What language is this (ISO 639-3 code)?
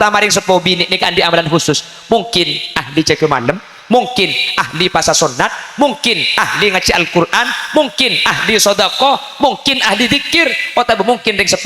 mad